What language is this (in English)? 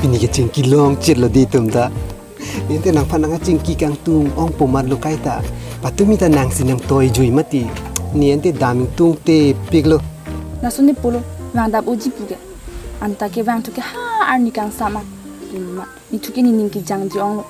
Karbi